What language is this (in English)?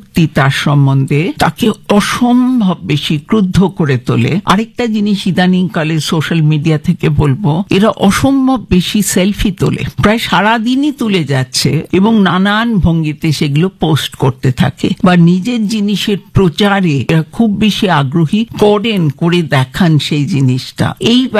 Bangla